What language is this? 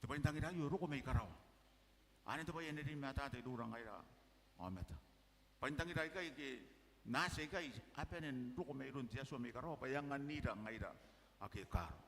Gilbertese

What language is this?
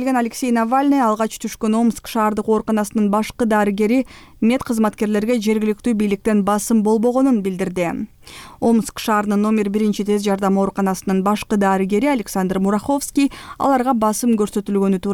Kyrgyz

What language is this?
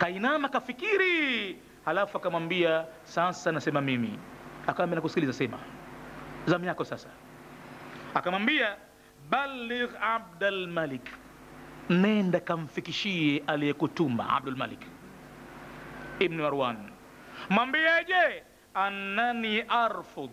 Swahili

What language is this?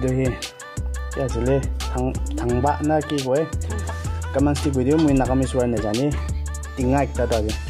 Naga Pidgin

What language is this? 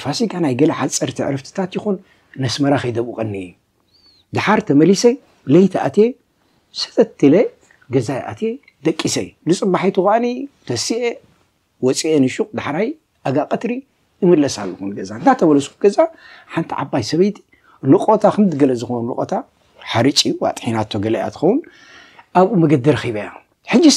Tigrinya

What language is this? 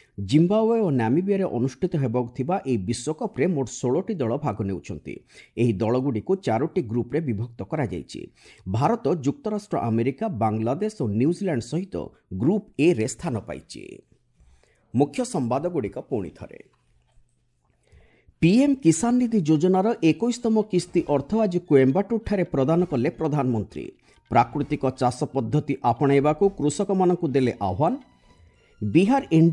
Odia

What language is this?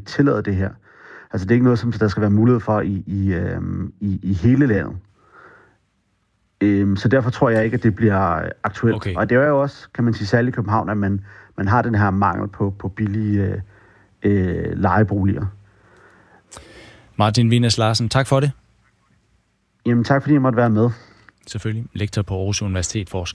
Danish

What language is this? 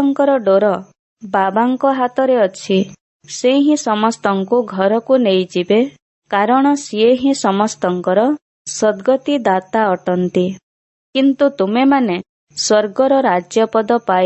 Odia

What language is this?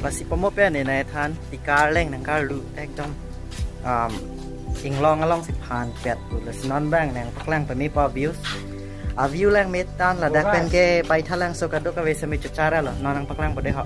Karbi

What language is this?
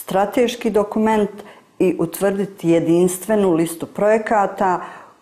Bosnian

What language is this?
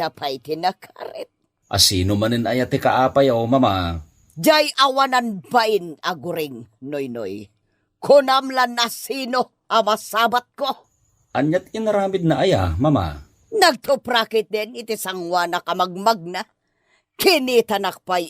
Iloko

